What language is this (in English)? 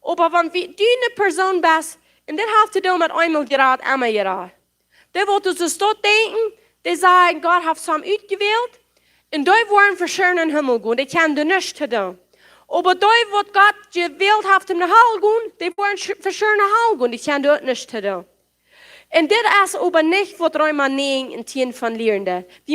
Plautdietsch